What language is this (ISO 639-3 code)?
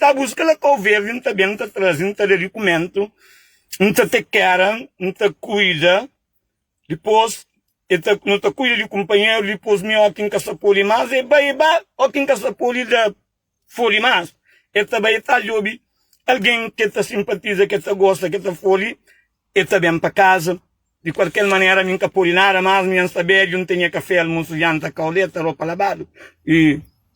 kea